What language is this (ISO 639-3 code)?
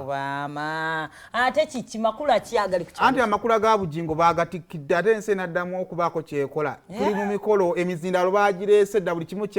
lug